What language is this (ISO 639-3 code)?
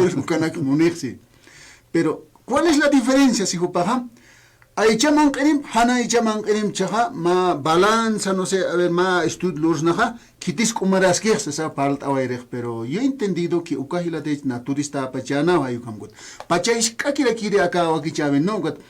aym